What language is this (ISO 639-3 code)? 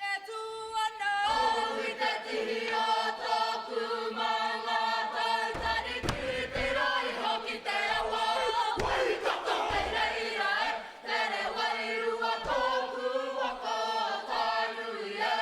mri